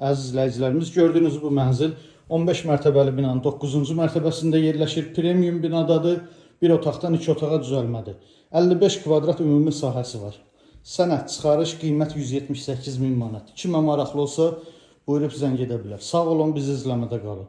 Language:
Azerbaijani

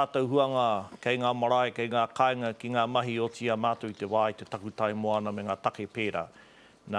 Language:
Māori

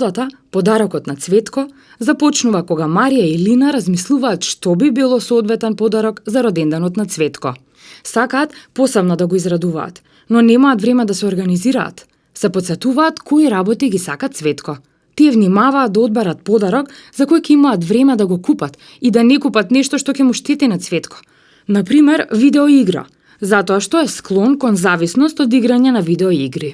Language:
Macedonian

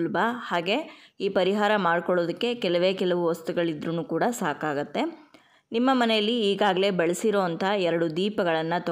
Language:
Kannada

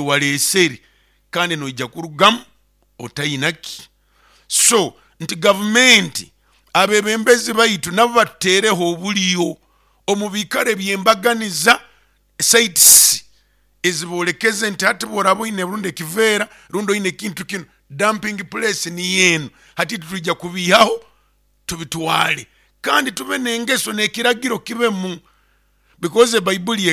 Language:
Nyoro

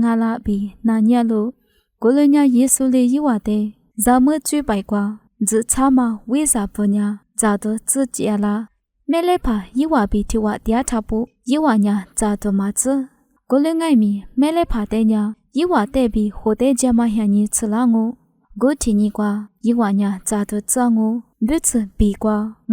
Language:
Lisu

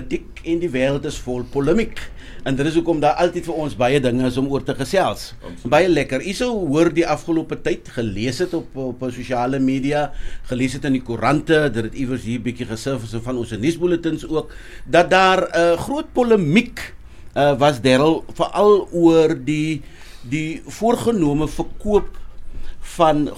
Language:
Afrikaans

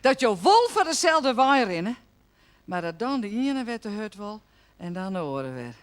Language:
Western Frisian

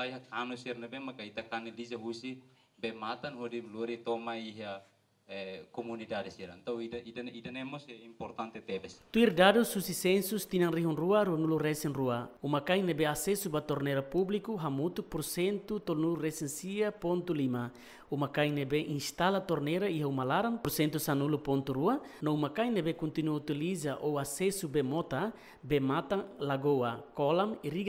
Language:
Tetum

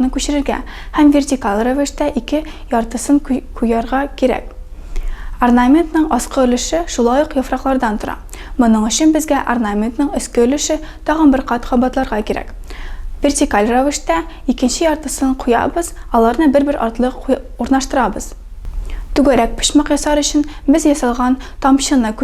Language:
Tatar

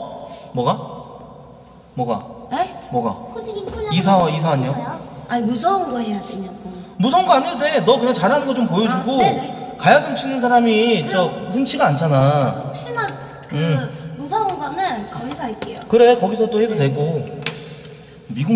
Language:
Korean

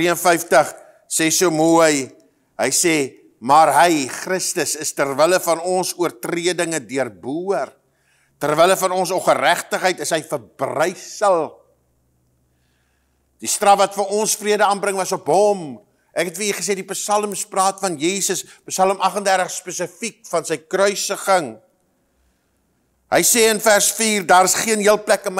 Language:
Afrikaans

